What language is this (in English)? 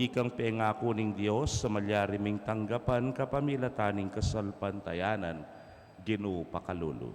Pampanga